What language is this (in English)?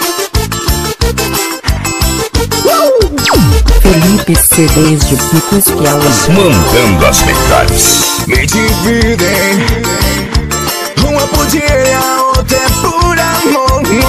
Portuguese